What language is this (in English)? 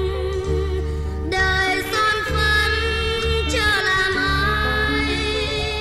Vietnamese